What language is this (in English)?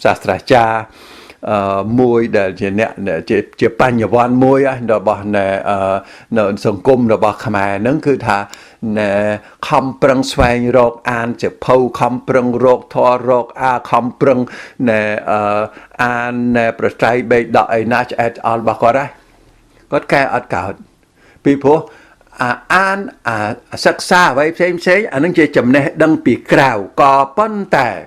Khmer